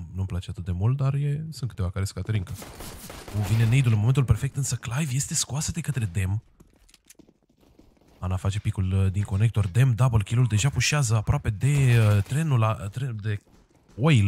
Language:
Romanian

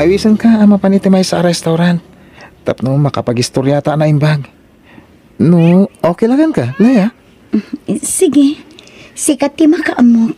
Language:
Iloko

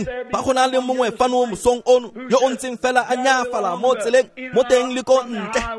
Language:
Tswana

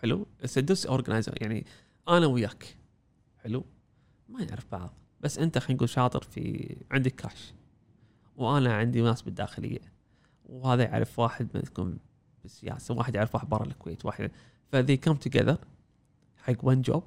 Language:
Gulf Arabic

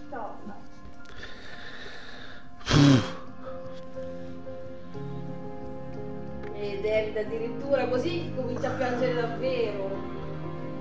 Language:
Italian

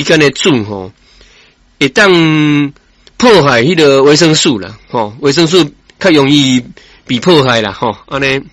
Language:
Min Nan Chinese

